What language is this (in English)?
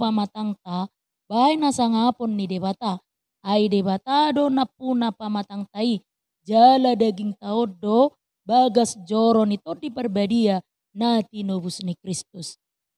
Batak Toba